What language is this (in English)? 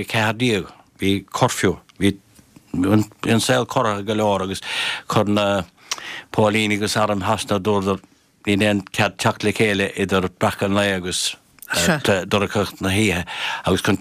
Irish